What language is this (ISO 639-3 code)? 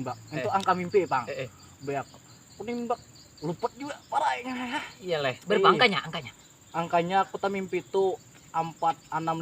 bjn